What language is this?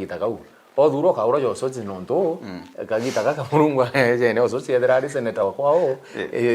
Meru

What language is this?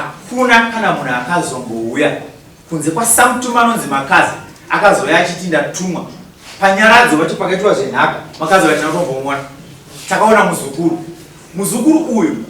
Shona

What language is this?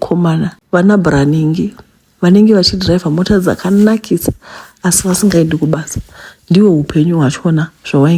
Shona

